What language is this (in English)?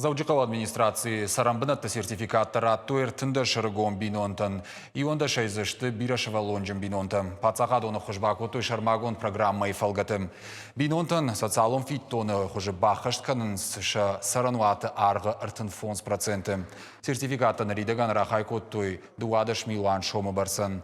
Ossetic